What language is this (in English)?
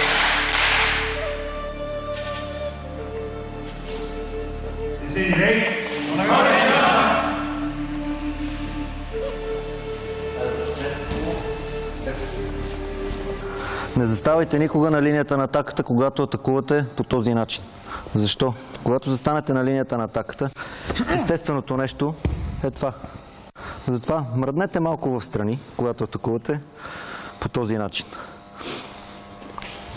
Bulgarian